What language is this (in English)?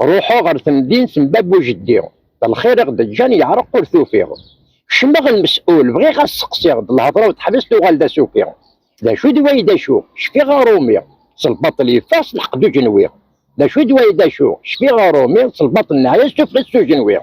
Kabyle